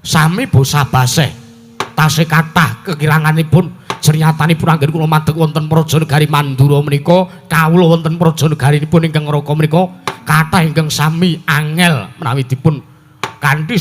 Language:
Javanese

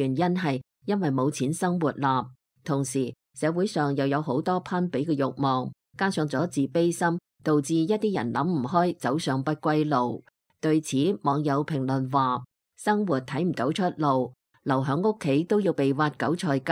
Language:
Cantonese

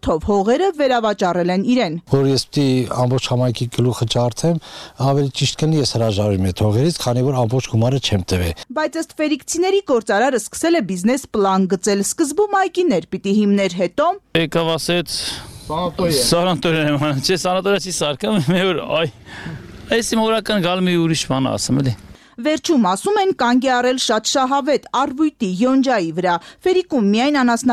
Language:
Armenian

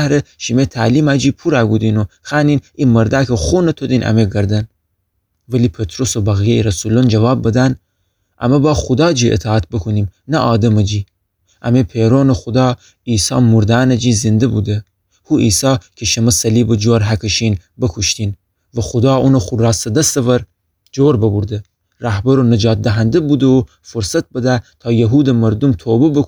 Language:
Gilaki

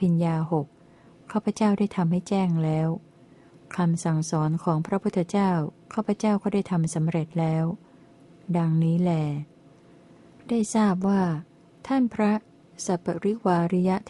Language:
Thai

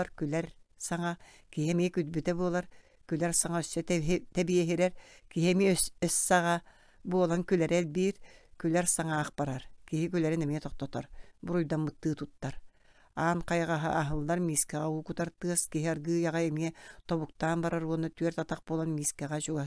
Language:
Yakut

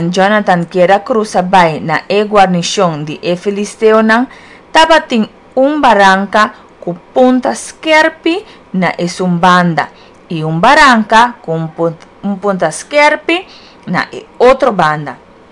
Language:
Papiamento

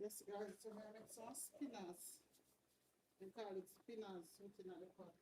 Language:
Jamaican Creole English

